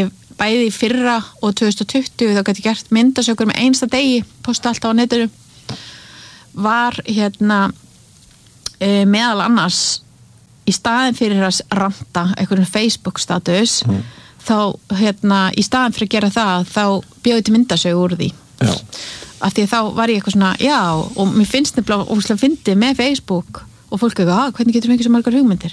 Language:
Icelandic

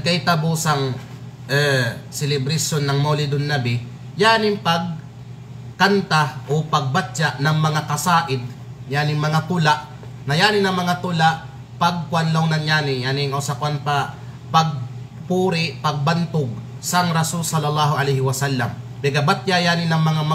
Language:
Kalagan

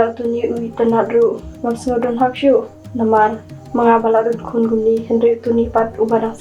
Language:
Khasi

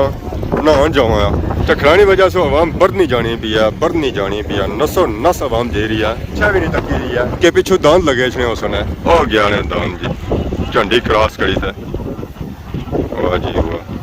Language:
Pahari-Potwari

